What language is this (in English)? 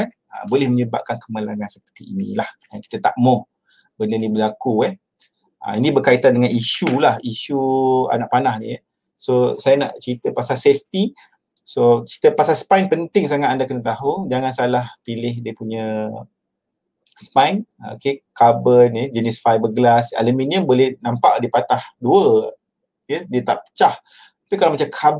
Malay